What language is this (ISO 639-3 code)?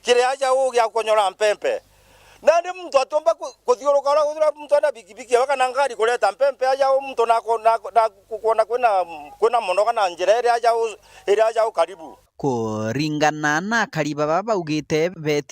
mer